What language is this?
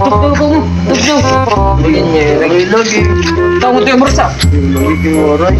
Waray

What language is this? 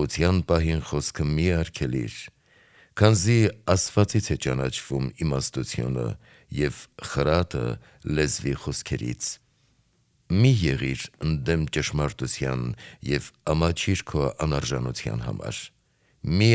Armenian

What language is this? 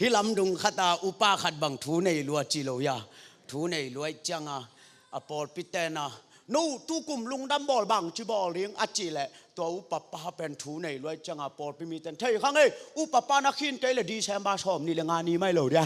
Tedim Chin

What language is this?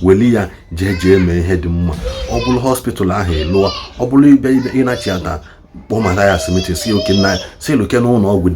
Igbo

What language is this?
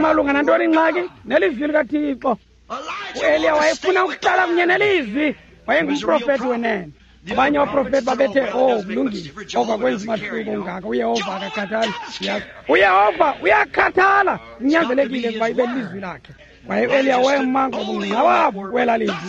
Xhosa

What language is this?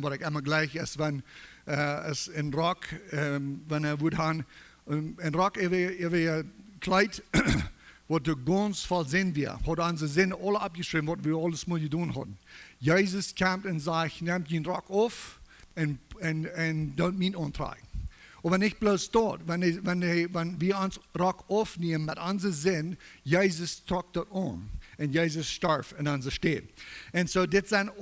Plautdietsch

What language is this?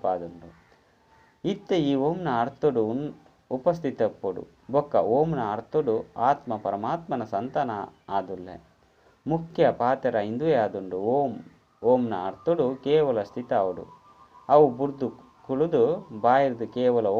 Tulu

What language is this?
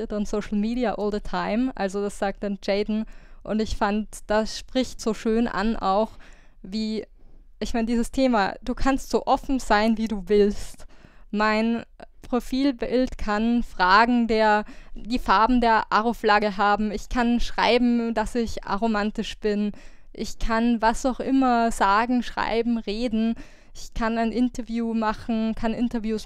German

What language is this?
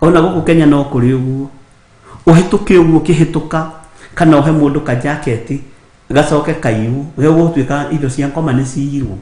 Kikuyu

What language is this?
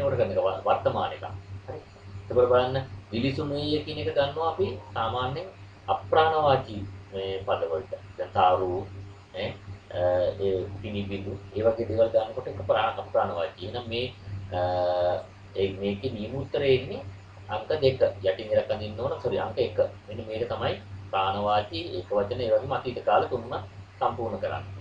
Sinhala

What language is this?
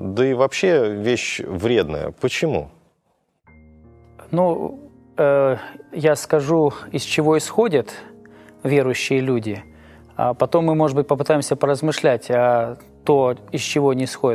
Russian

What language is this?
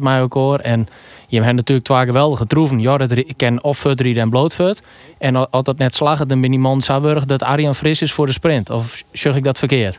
Western Frisian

